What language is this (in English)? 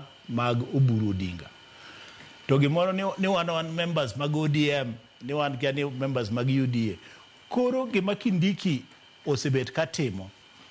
Luo (Kenya and Tanzania)